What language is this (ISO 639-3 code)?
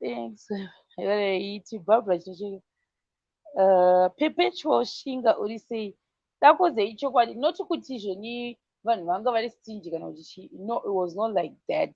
sna